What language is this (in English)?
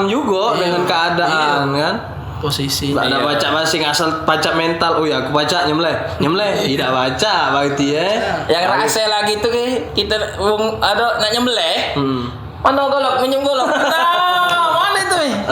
Musi